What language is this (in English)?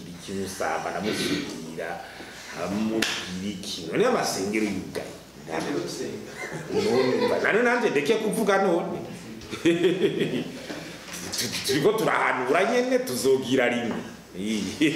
Rundi